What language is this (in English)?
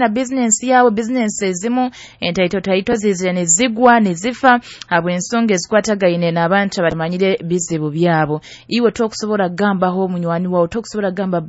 Nyoro